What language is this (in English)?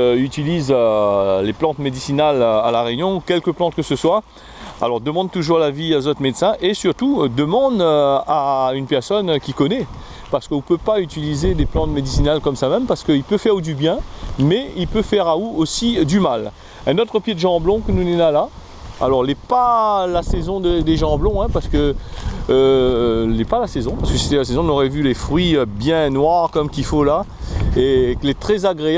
Réunion Creole French